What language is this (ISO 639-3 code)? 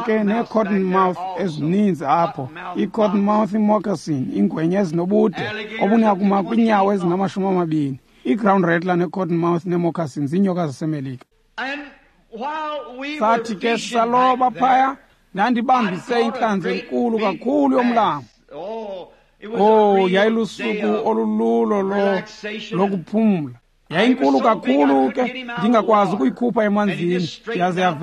xho